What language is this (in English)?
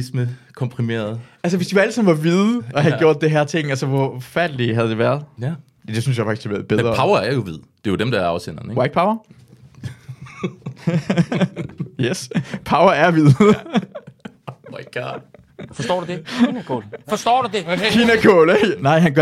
Danish